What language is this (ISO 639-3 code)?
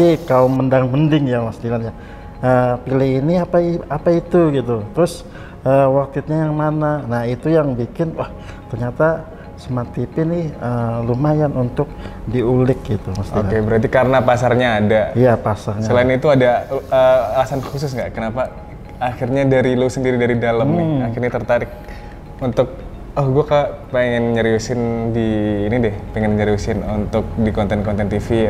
ind